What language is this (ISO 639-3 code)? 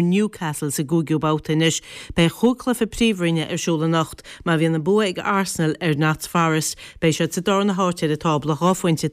gle